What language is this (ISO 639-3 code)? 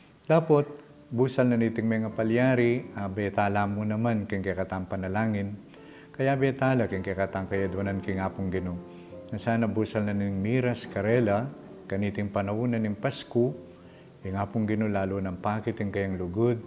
pam